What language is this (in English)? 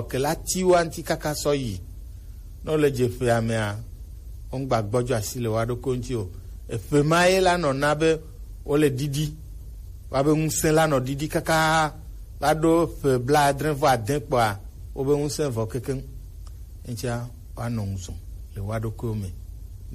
Gen